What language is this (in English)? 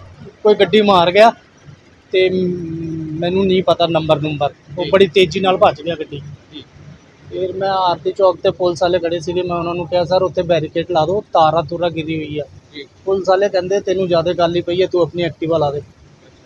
Punjabi